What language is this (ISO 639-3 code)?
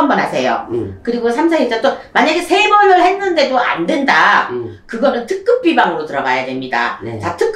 kor